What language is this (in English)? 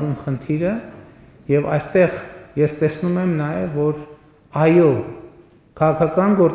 Armenian